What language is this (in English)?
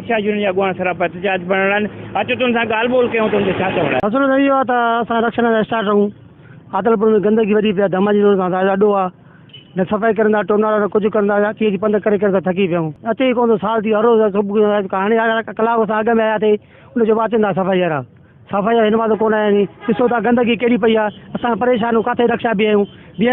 Sindhi